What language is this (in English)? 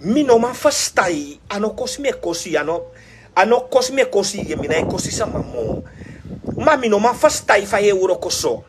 Sranan Tongo